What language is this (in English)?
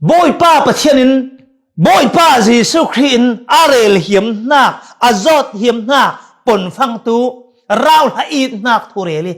Falam Chin